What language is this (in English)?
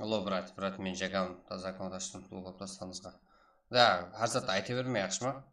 Kara-Kalpak